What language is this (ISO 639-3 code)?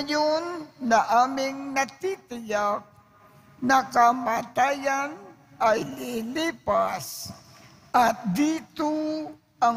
fil